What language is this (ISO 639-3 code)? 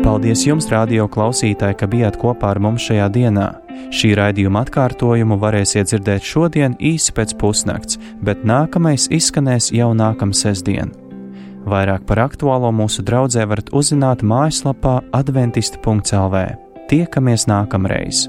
lav